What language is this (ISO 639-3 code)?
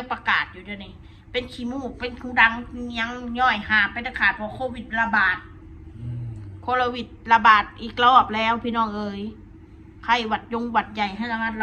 tts